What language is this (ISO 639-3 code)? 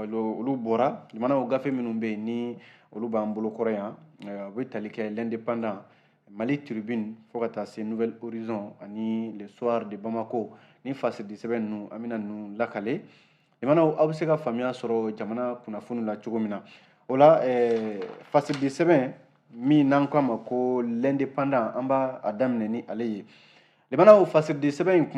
bam